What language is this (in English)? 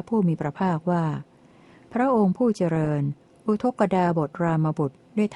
Thai